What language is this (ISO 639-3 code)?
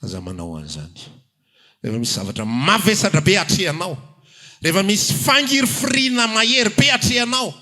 mlg